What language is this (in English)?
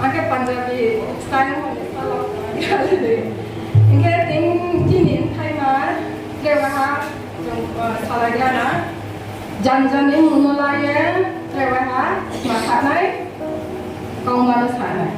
Riang (India)